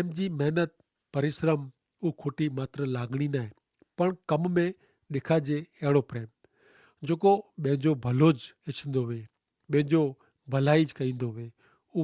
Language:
Kachhi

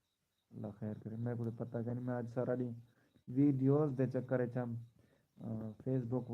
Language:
Saraiki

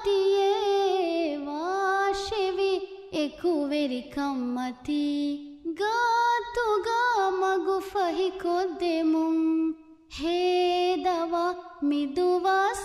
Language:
Divehi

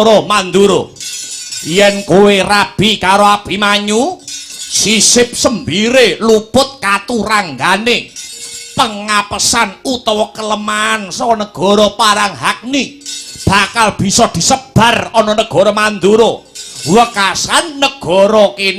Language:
Javanese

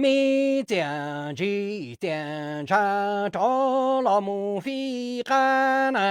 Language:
Hmong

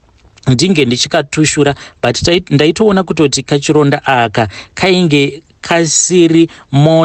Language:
Shona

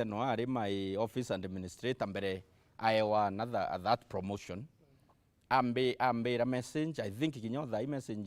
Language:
Meru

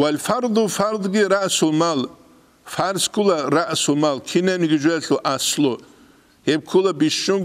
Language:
Avaric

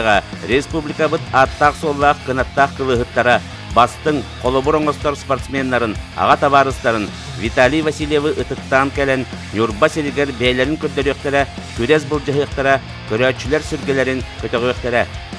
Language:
Yakut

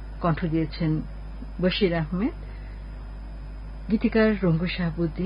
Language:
Bangla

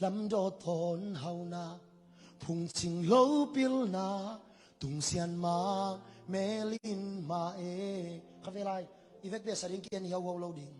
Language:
Tedim Chin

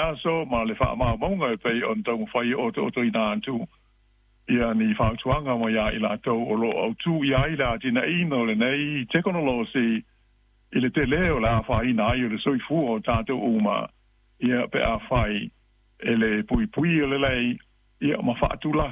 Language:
Samoan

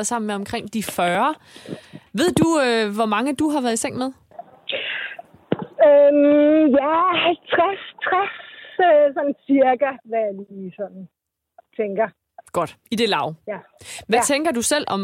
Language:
Danish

